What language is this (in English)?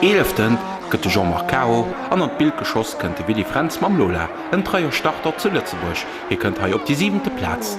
Luxembourgish